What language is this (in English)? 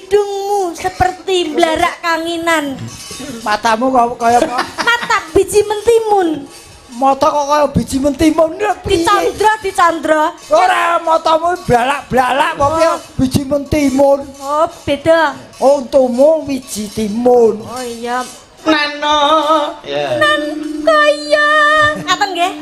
Javanese